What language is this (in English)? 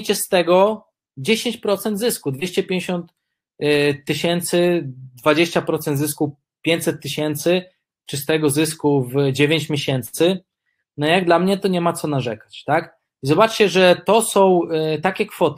Polish